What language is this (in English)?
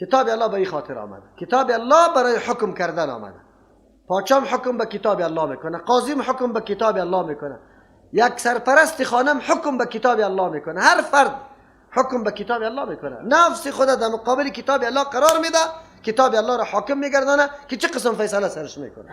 Persian